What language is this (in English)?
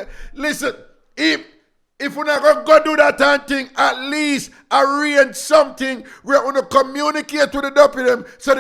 Jamaican Creole English